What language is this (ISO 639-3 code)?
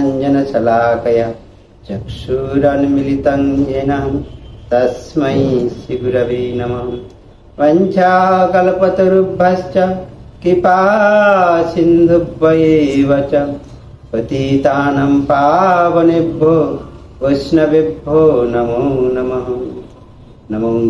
ben